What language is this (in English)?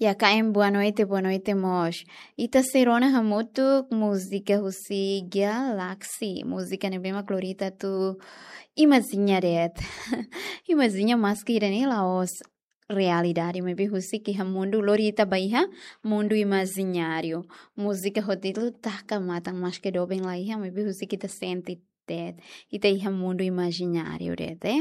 Tetum